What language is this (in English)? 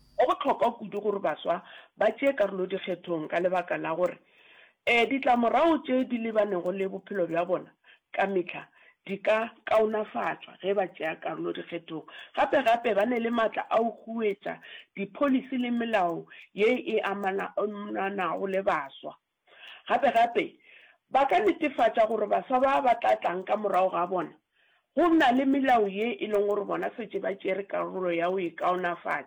Northern Sotho